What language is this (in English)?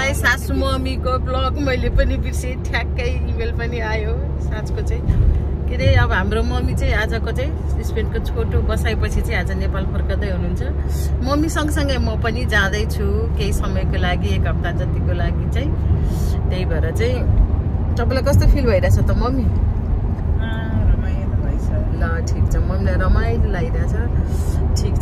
Nepali